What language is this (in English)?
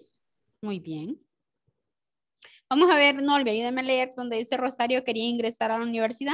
Spanish